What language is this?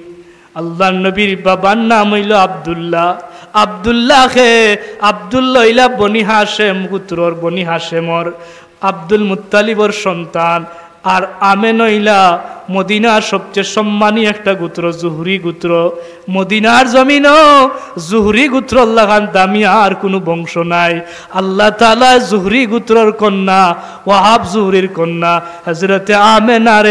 Sylheti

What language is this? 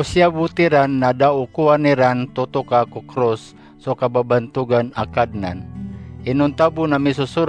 Maranao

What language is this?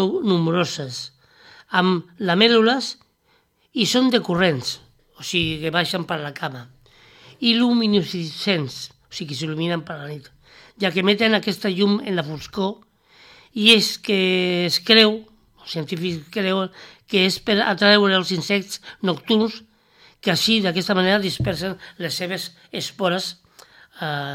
Catalan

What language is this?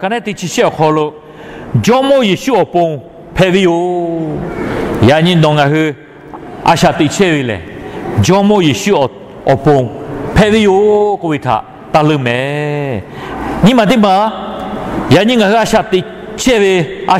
Lahu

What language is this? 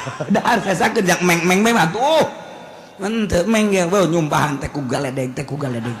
Sundanese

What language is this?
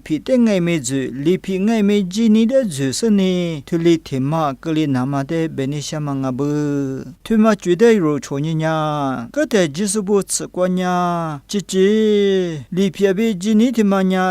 Lisu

